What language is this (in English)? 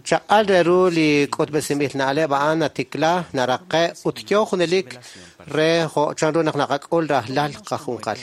Kekchí